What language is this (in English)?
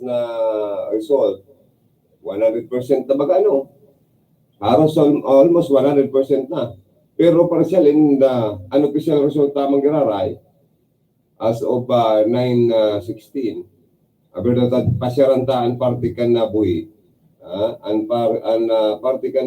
Bikol